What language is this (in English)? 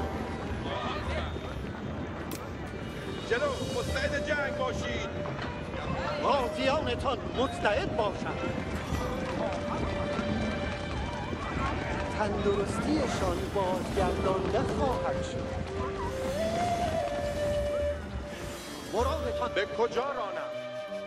Persian